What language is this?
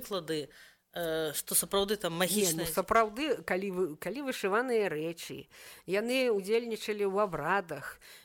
Belarusian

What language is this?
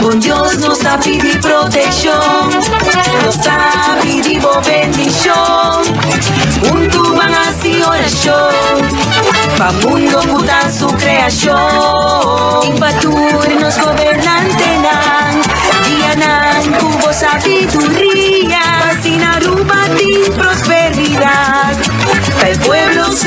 Papiamento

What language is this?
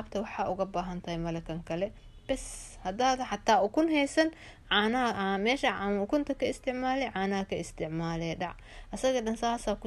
Somali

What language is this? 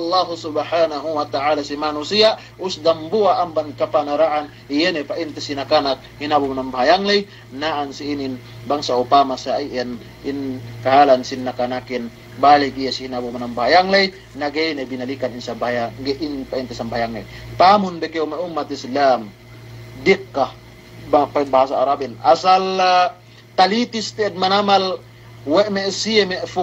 Yakan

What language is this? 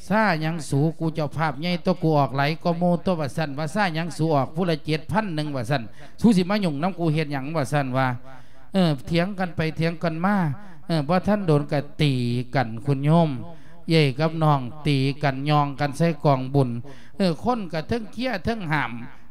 Lao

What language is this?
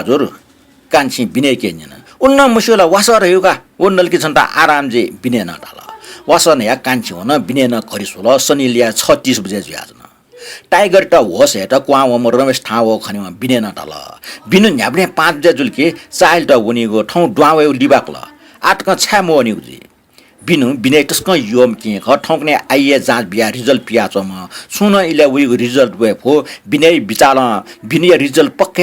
Newari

